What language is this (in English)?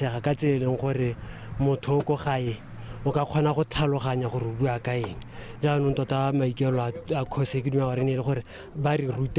Tswana